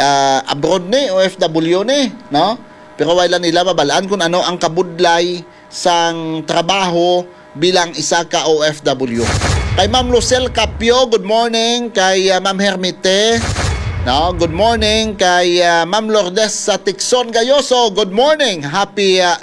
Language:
Hiligaynon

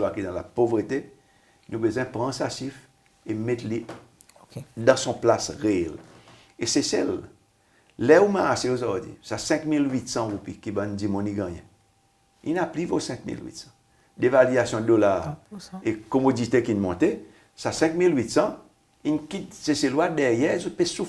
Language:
Seselwa Creole French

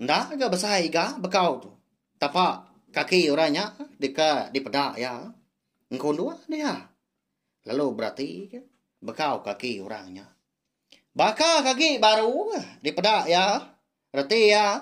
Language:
Iban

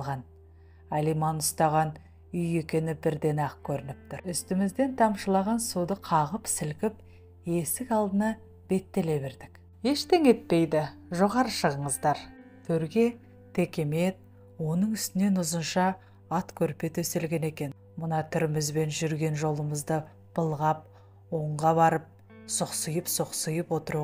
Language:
Kazakh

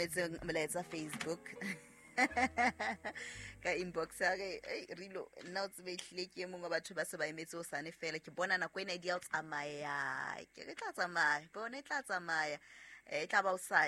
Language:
Southern Sotho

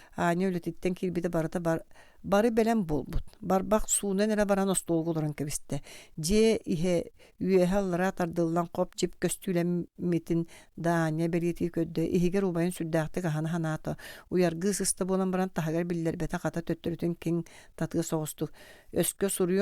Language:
Yakut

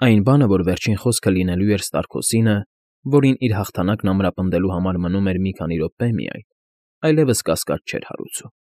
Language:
Armenian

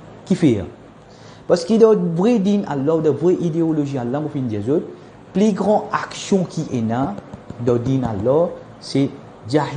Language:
Morisyen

